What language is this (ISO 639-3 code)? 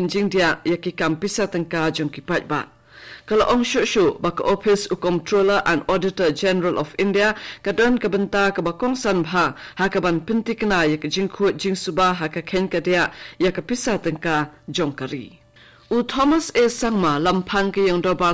kha